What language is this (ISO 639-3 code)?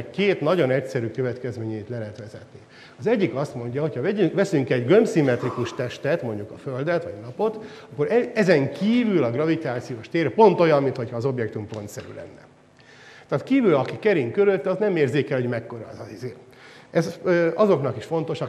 hun